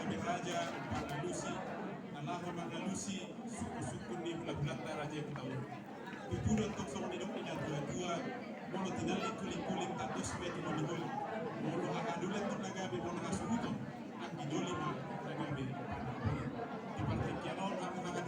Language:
Batak Toba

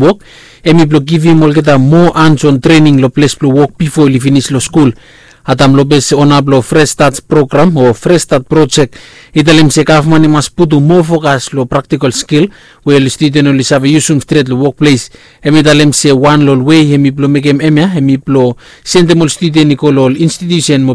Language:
Bislama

